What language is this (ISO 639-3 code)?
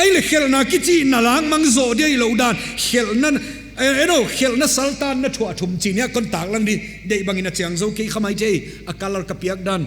pck